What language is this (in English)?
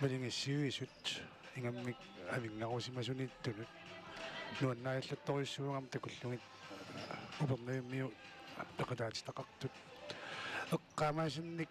Kalaallisut